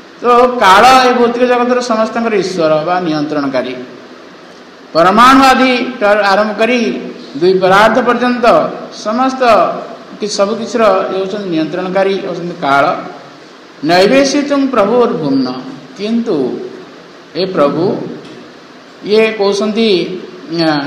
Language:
Odia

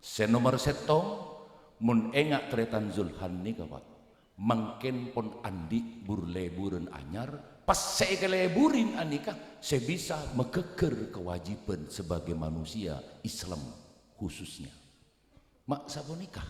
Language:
Madurese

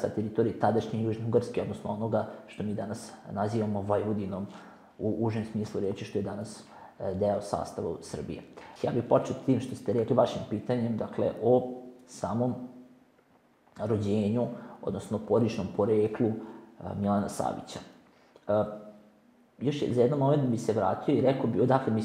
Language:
Serbian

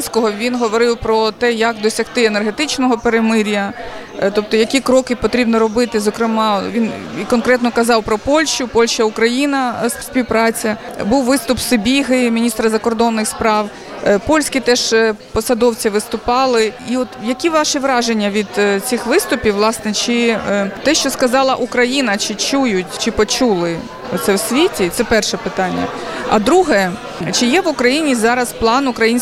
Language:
Ukrainian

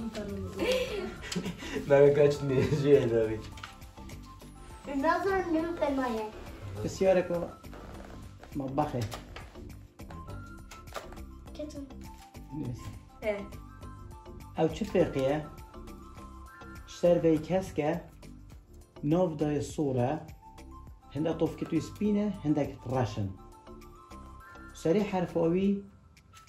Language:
Persian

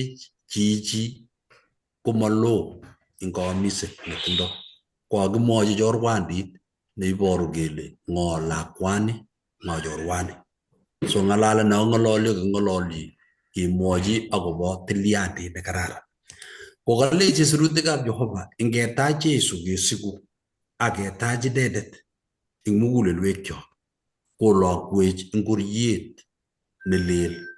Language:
Kalenjin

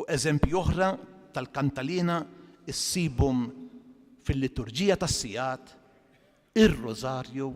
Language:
Maltese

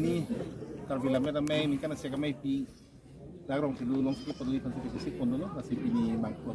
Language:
Karbi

